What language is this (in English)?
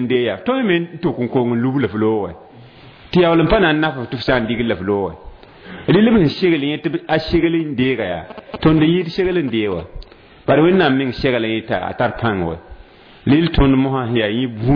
Mossi